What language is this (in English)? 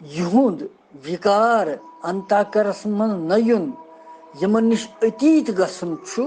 Kashmiri